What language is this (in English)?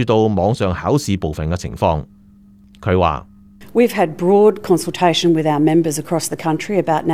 Cantonese